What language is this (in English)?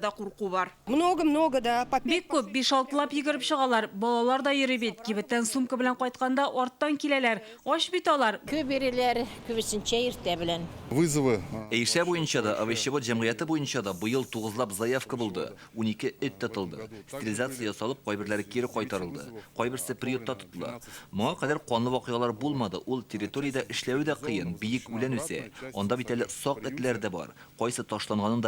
Tatar